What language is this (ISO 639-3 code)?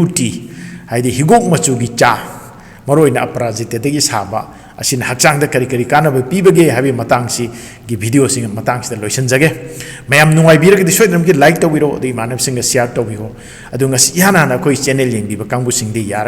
mni